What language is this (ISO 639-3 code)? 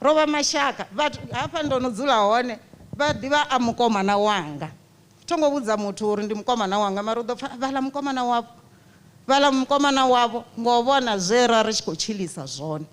ven